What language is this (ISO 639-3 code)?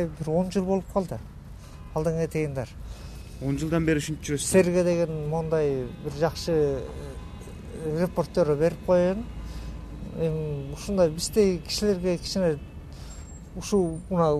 kir